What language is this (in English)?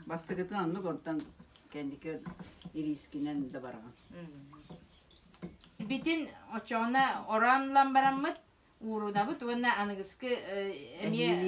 Yakut